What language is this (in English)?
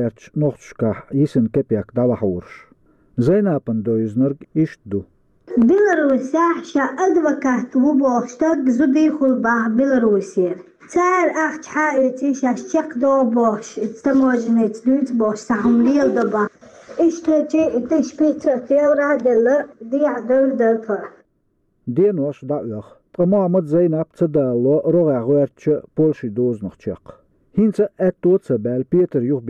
Chechen